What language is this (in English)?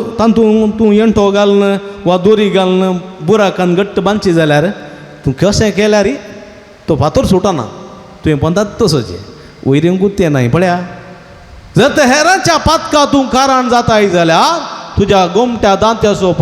Konkani